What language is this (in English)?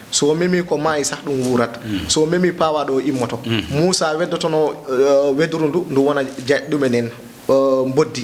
Fula